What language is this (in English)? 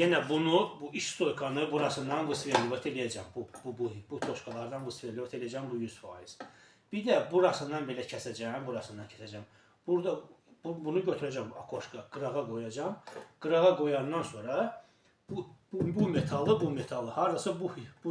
Azerbaijani